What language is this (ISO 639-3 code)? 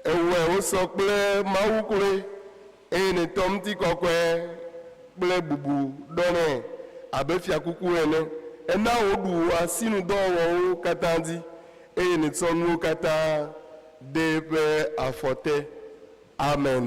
ewe